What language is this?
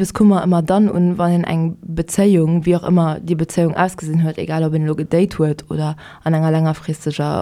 Luxembourgish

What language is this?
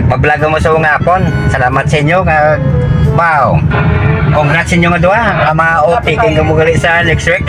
Hiligaynon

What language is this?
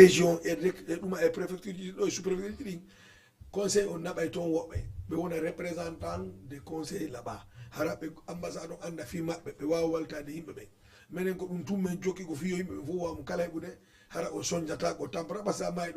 Fula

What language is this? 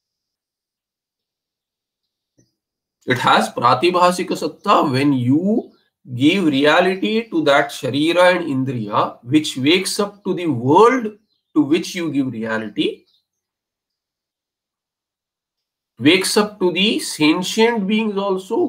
English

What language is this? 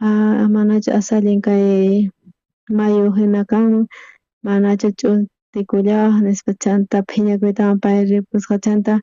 South Bolivian Quechua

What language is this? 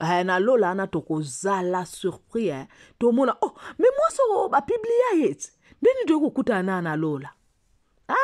Lingala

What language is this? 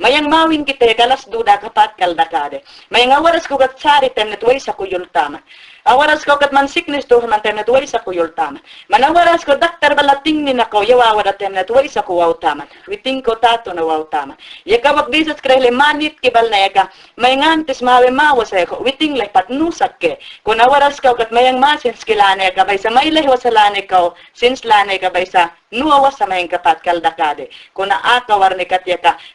Mayangna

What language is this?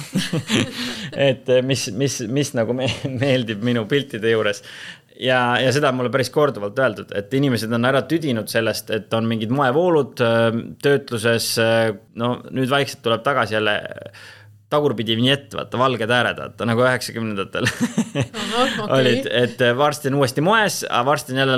Estonian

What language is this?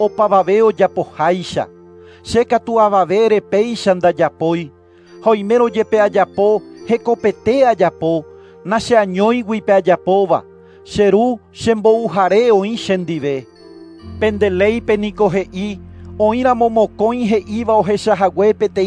Guarani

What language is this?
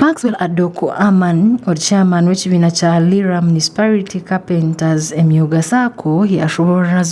Nyankole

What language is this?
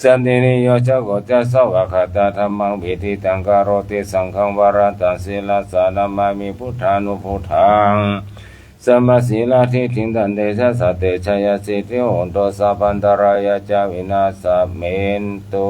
Pali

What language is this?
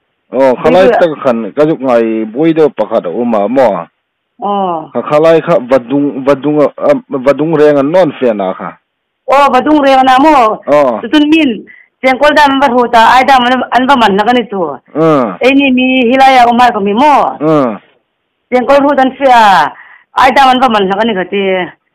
Hmar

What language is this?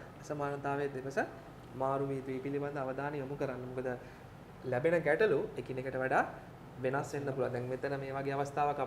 Sinhala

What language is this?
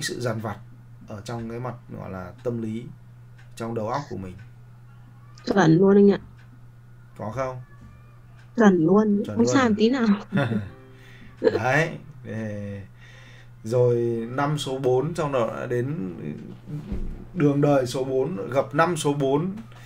Vietnamese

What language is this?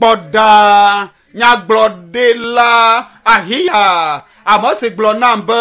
Ewe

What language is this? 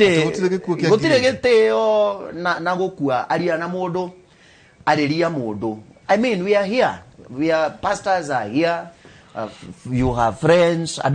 Kikuyu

